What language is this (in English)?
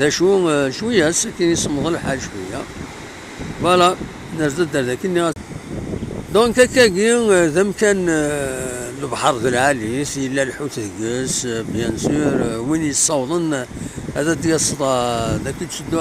Kabyle